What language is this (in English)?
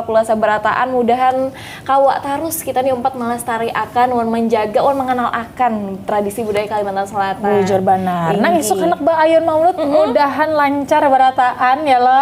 Banjar